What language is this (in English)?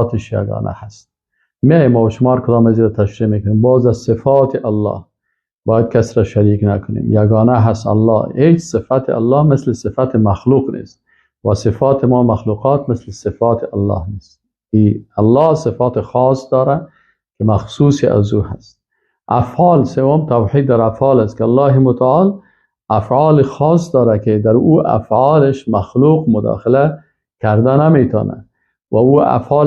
Persian